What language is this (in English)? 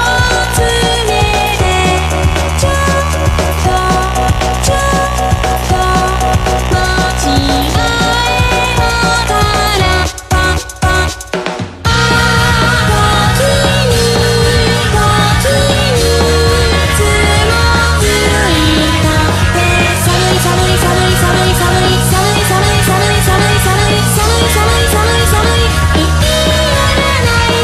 Japanese